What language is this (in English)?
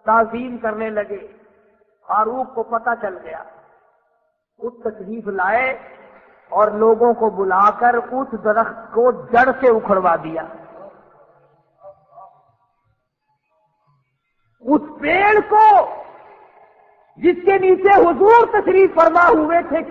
Urdu